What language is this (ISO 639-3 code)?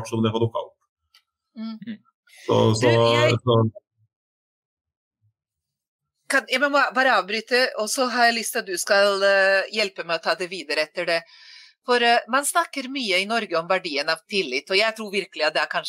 nor